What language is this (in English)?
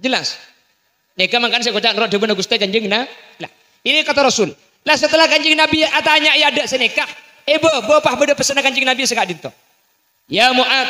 Madurese